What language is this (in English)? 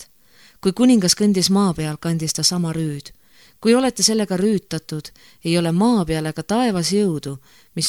Estonian